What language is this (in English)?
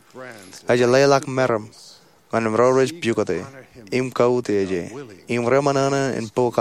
Marshallese